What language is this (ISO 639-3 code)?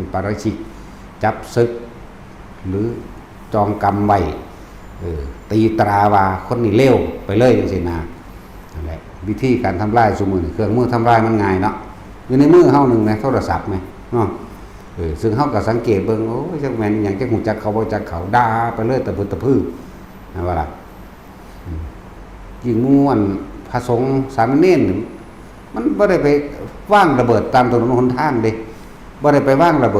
tts